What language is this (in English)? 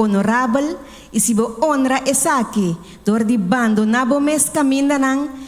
Papiamento